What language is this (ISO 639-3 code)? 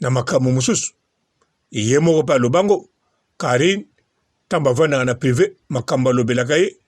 lin